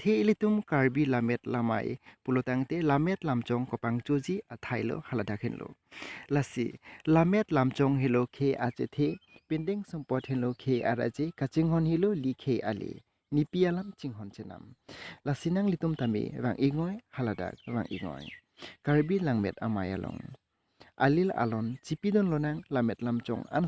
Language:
Karbi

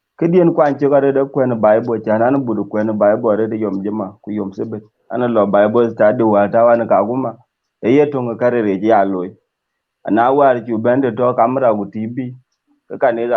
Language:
Dinka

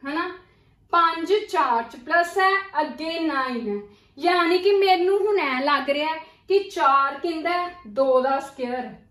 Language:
Punjabi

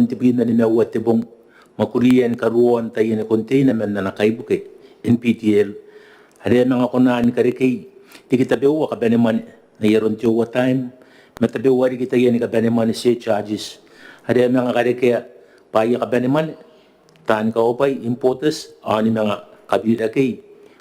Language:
Gilbertese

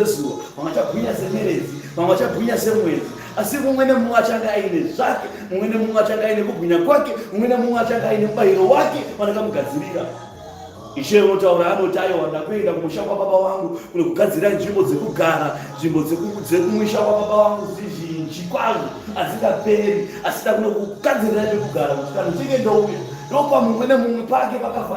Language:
Shona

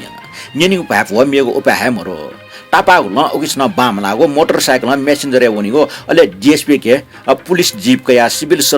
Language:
Newari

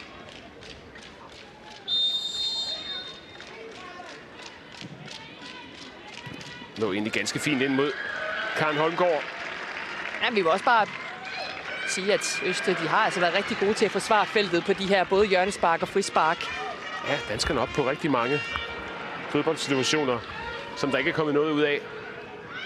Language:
Danish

